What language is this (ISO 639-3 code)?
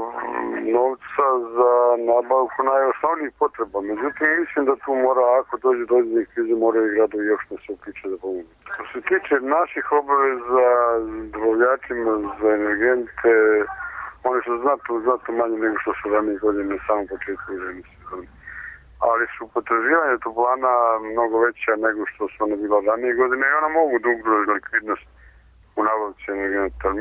srp